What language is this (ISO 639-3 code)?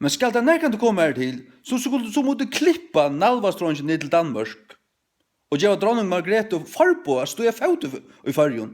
fao